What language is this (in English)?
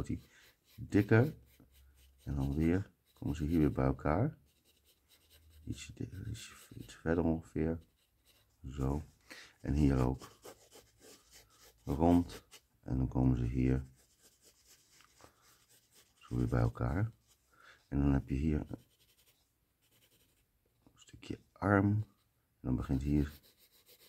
Dutch